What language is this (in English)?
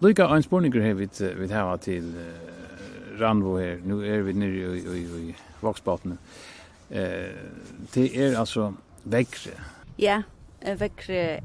Faroese